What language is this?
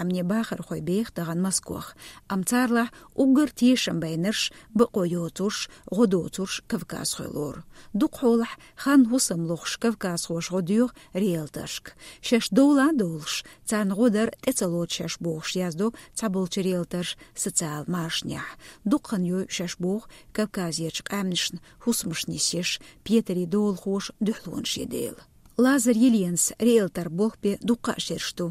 Chechen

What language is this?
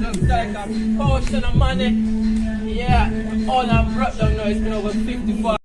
Jamaican Creole English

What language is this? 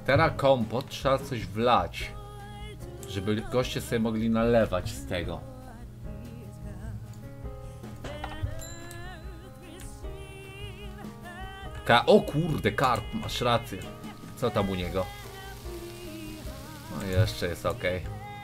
Polish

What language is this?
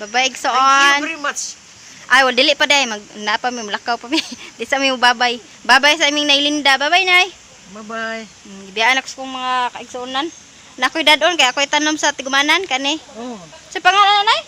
Cebuano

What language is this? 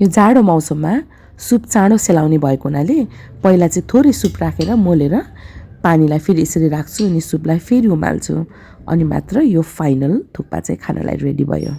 Nepali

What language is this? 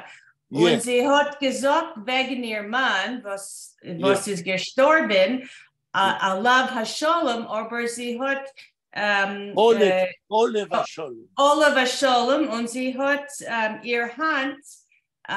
Yiddish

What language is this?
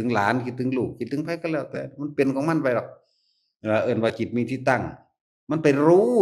Northeastern Thai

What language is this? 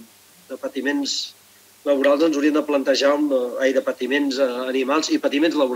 Catalan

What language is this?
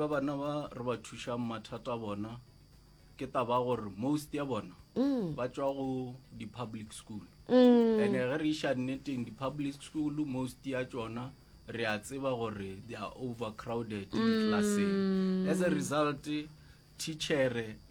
Northern Sotho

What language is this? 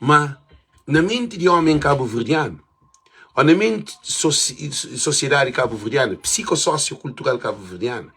Kabuverdianu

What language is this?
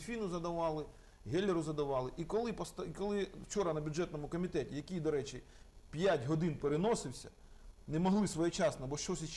Ukrainian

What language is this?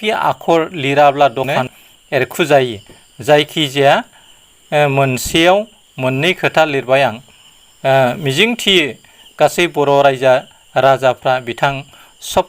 Bodo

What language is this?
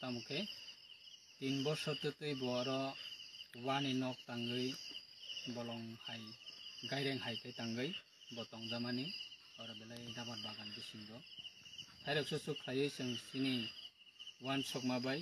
Kok Borok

